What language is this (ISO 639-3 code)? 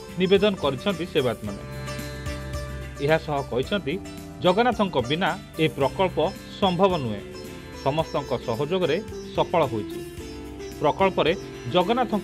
ori